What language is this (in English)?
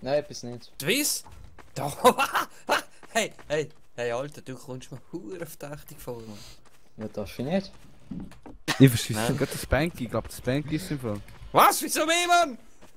Swiss German